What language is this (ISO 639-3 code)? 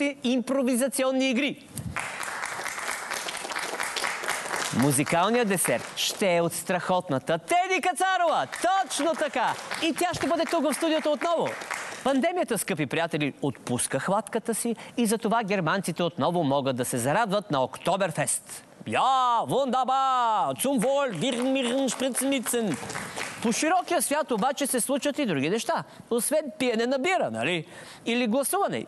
bul